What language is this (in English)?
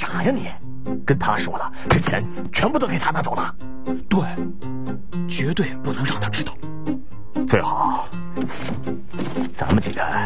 Chinese